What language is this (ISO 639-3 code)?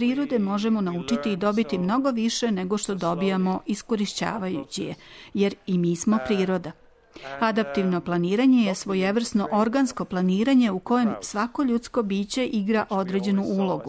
srp